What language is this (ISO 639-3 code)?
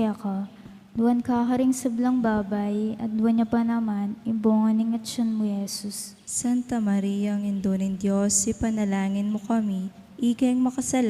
pam